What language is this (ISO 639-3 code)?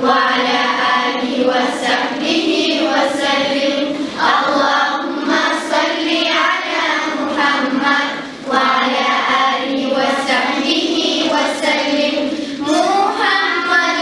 kum